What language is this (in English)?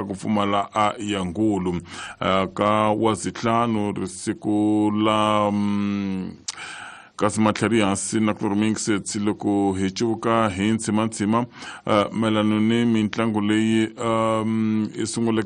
Tsonga